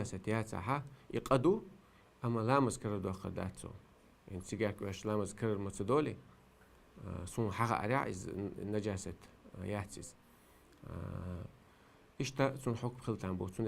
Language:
Chechen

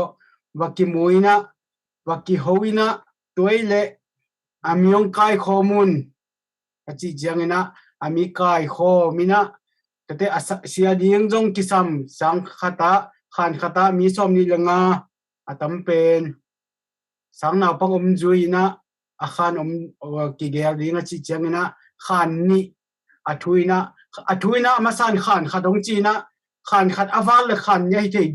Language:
Tedim Chin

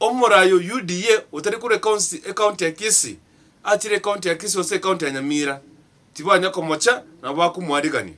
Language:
Gusii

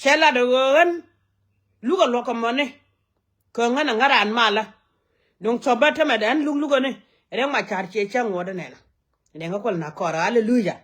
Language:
Nuer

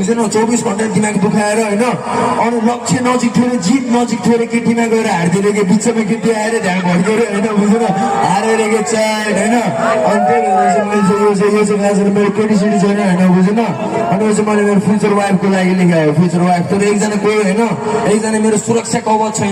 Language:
Nepali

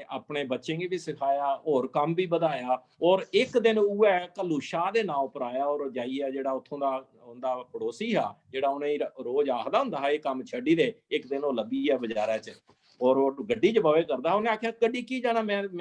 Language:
Dogri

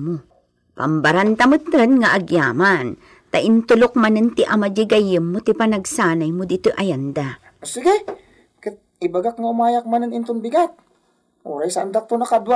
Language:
Iloko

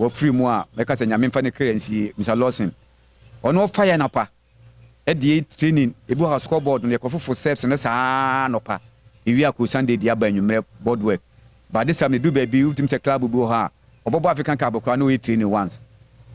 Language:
Akan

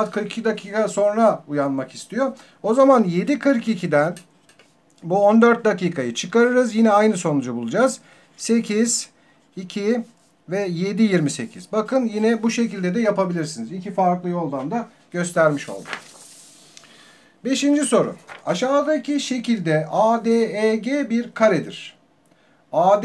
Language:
Turkish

